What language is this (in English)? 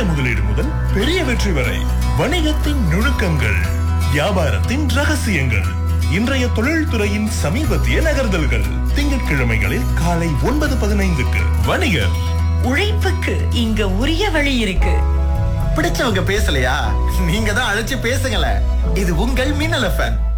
Tamil